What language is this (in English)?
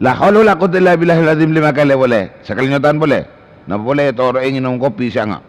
Madurese